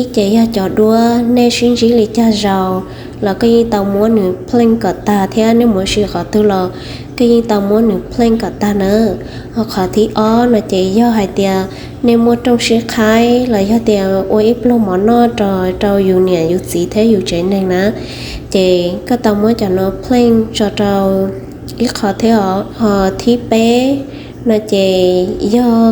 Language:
Hmong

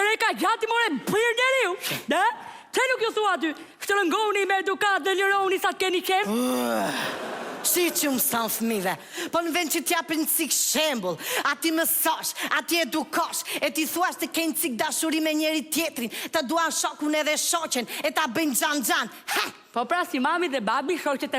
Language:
Albanian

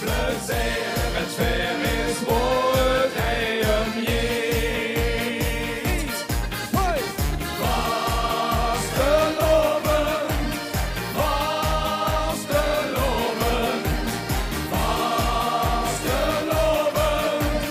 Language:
Limburgish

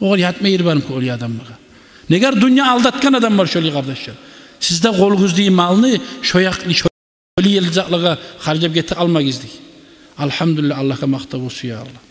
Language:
Kumyk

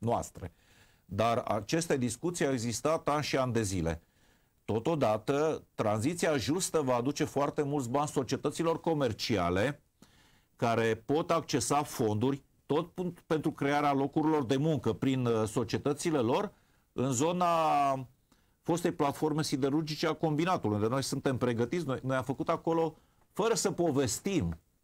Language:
Romanian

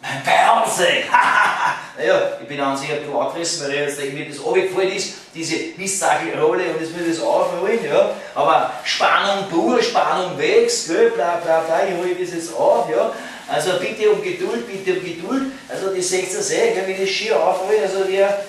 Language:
Bavarian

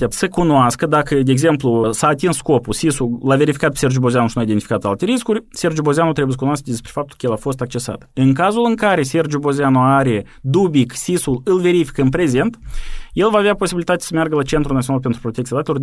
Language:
Romanian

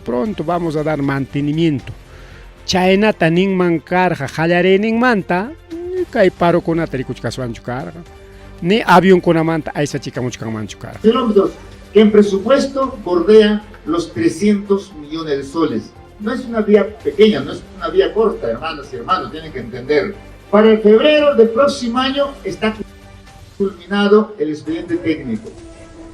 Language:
Ayacucho Quechua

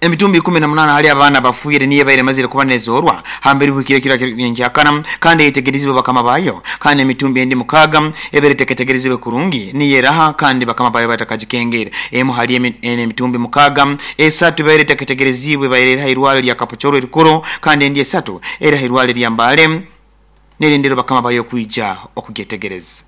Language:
Nyoro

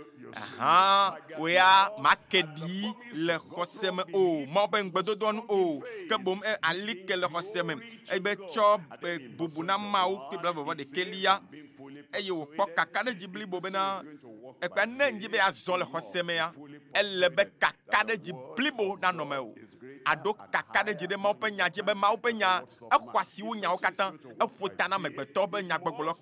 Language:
Ewe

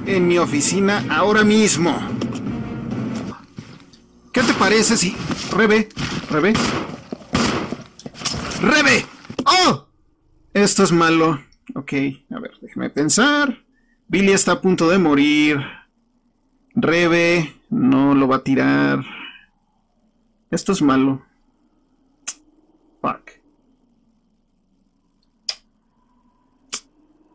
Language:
Spanish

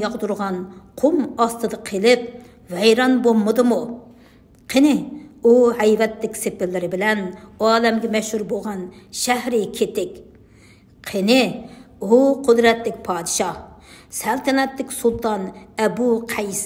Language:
Uyghur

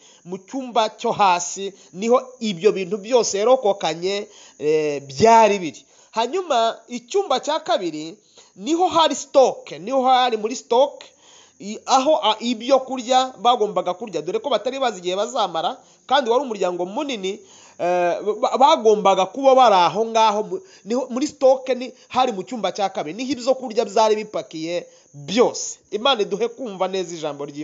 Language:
Kinyarwanda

